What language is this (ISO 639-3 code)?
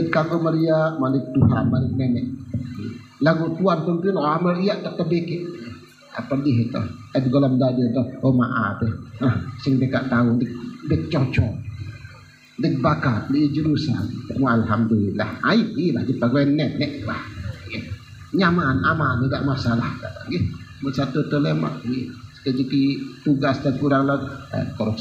sas